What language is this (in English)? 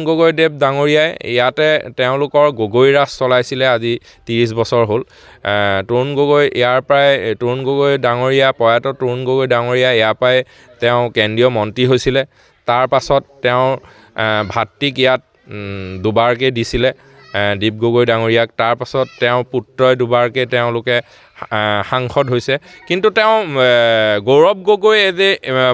Assamese